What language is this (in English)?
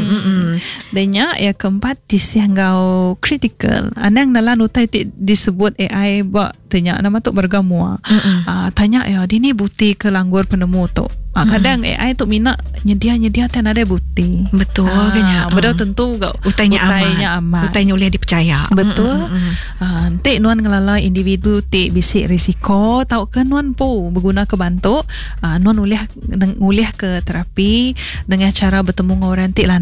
Iban